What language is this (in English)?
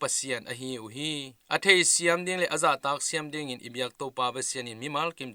Tedim Chin